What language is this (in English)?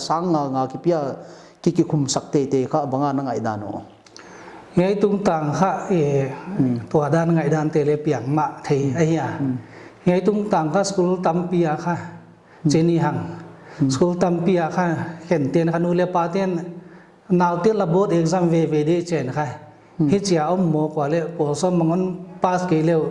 Paite Chin